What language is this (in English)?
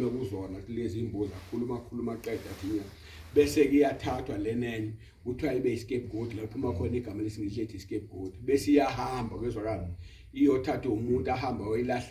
Zulu